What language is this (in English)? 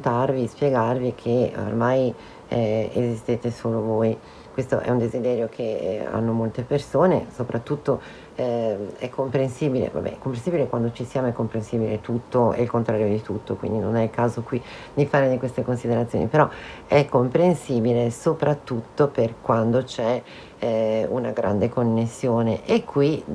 Italian